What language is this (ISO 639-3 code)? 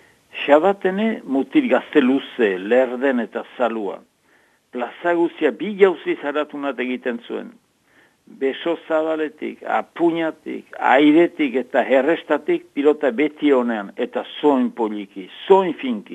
eus